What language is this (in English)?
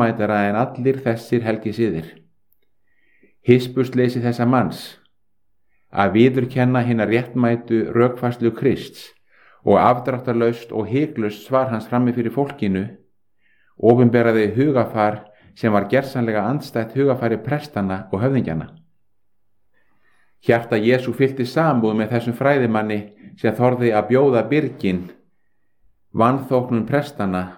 Icelandic